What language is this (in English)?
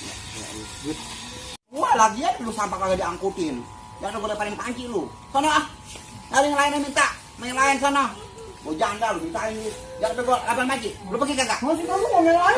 Betawi